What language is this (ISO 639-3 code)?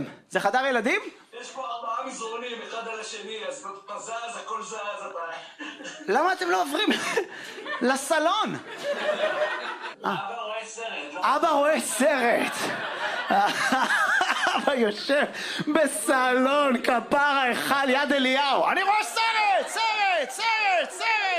heb